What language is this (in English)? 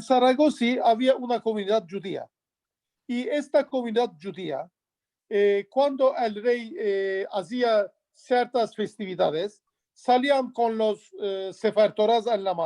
Ladino